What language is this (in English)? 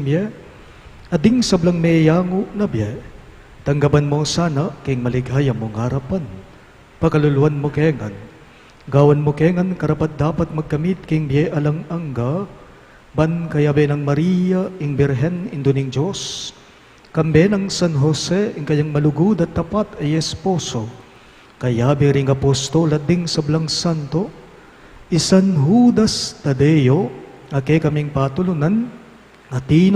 Pampanga